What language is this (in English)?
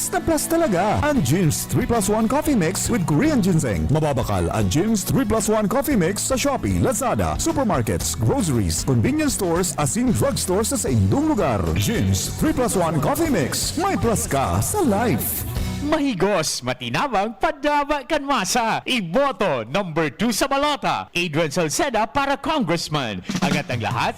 Bikol